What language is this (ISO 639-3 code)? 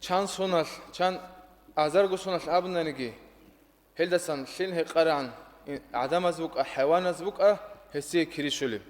ava